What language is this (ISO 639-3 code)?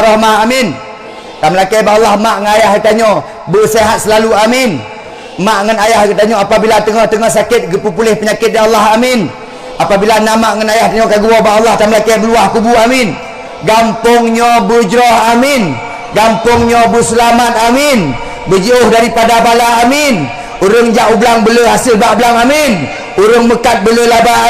ace